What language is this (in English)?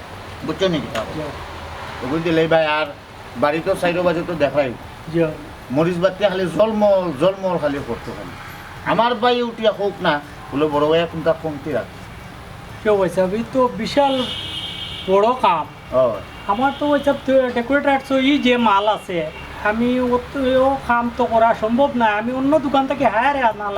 Sylheti